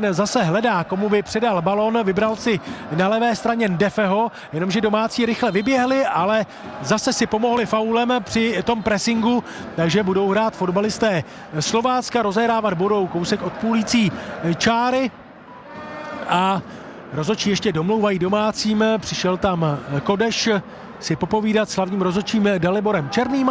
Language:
Czech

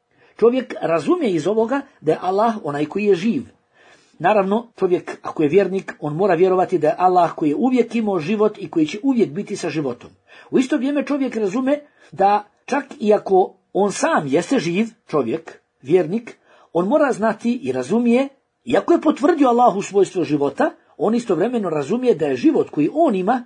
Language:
Bosnian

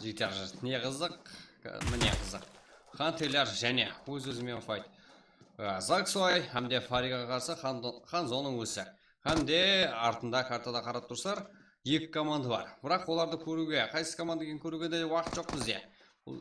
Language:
Kara-Kalpak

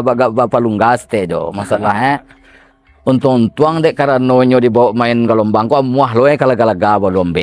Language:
Minangkabau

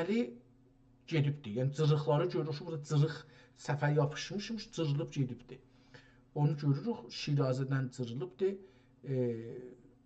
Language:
South Azerbaijani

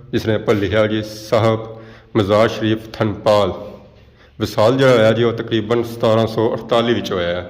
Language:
Pahari-Potwari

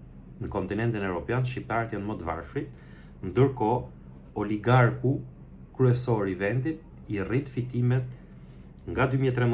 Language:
Albanian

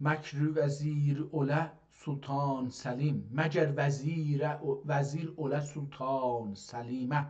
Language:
South Azerbaijani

